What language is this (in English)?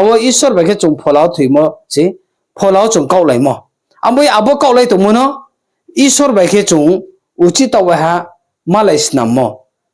Riang (India)